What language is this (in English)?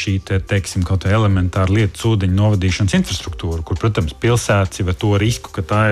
Latvian